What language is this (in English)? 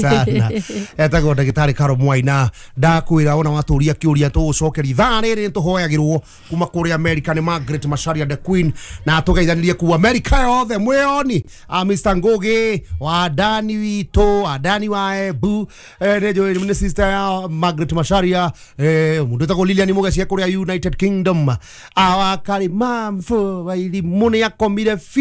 Kikuyu